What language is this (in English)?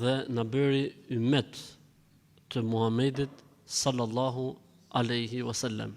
Albanian